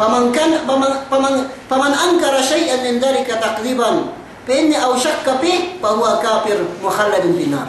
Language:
Yakan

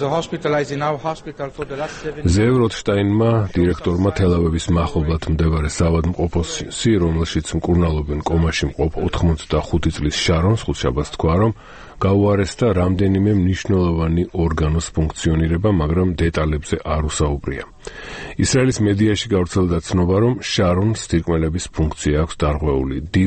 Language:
Georgian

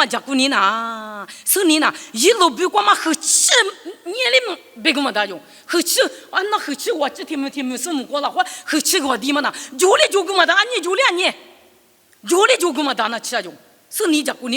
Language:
Lisu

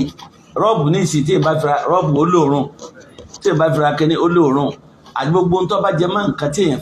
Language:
Yoruba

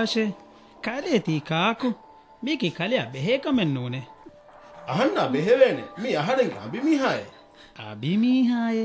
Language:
Divehi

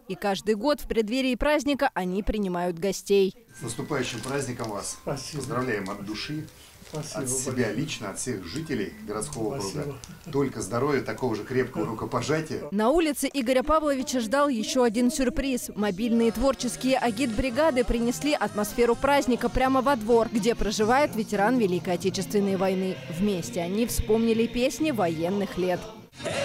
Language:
Russian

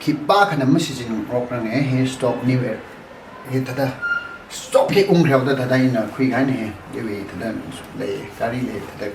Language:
Tangkhul Naga (India)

